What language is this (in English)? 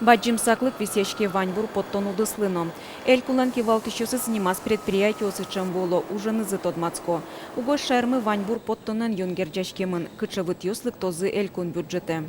Udmurt